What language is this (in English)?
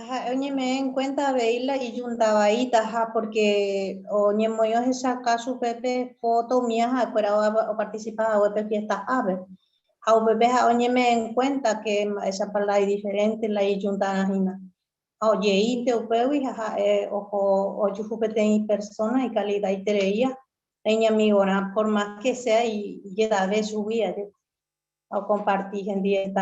Guarani